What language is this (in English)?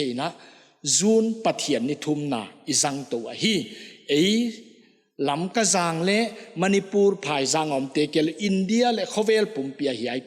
Paite Chin